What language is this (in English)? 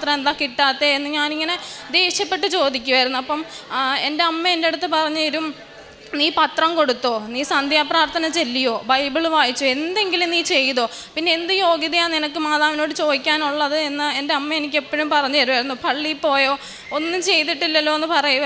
Malayalam